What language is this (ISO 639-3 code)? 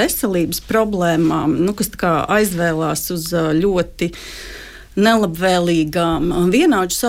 lav